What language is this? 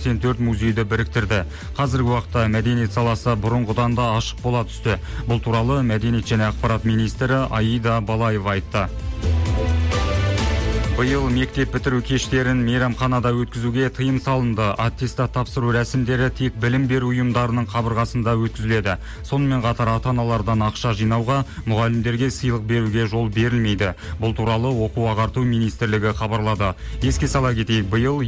Kazakh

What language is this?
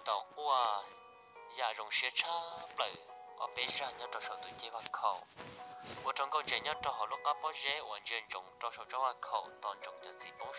Hmong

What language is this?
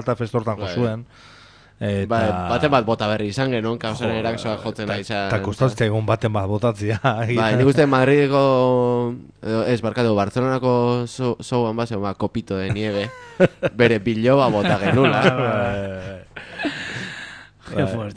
Basque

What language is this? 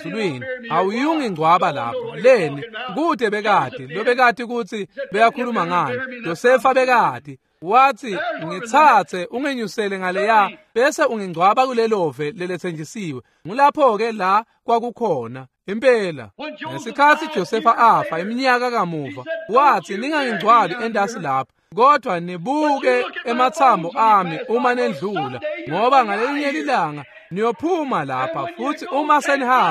Swati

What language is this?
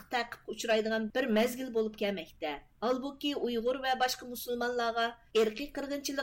Uyghur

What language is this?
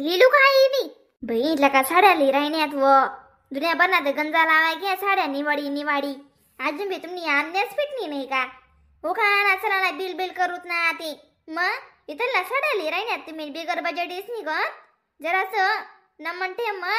Khandesi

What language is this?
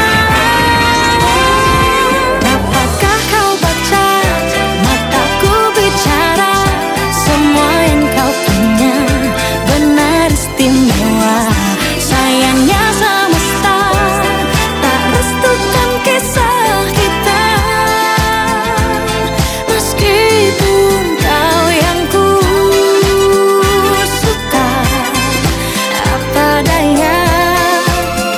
Indonesian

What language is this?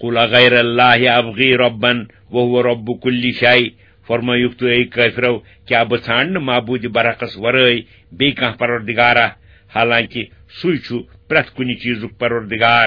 Kashmiri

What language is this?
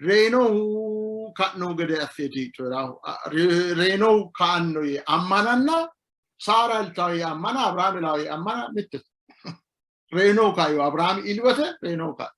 Sidamo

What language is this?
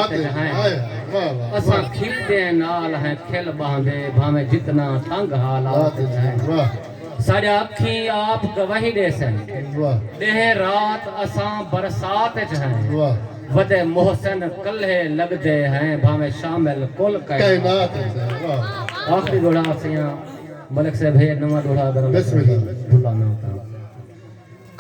Saraiki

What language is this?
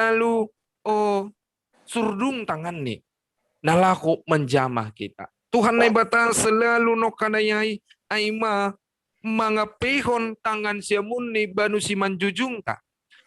Batak Simalungun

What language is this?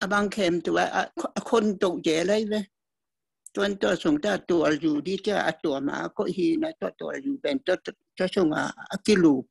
Tedim Chin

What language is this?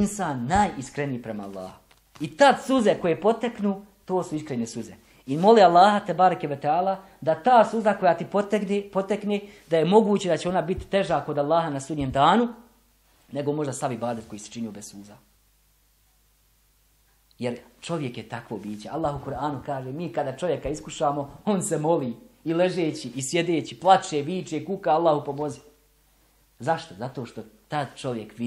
Bosnian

